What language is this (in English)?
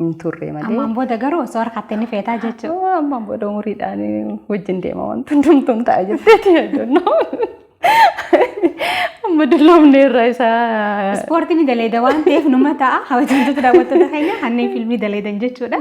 Oromo